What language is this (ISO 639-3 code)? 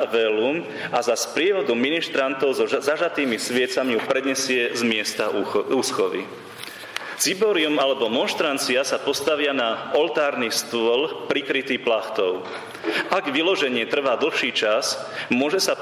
slk